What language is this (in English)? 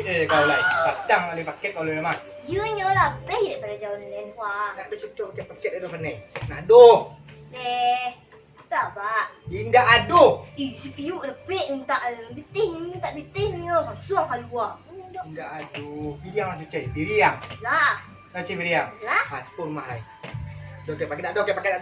Minangkabau